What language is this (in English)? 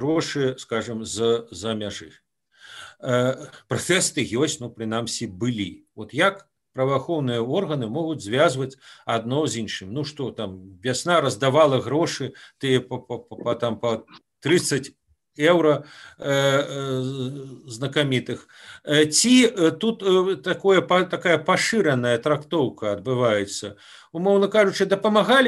Belarusian